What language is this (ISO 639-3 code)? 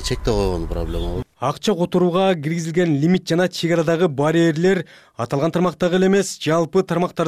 kir